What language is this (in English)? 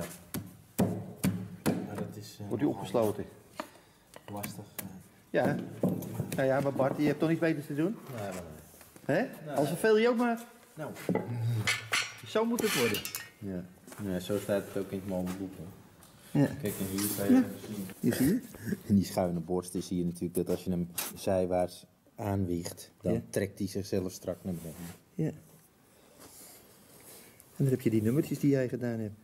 Dutch